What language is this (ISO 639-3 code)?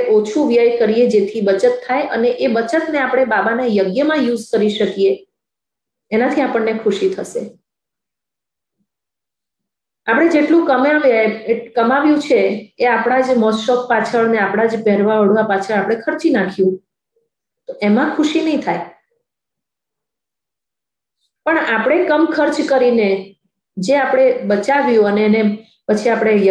guj